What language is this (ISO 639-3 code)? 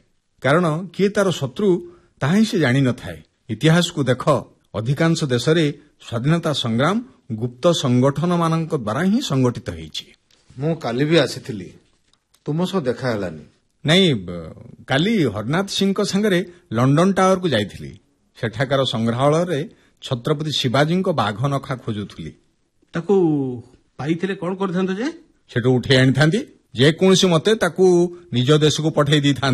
ori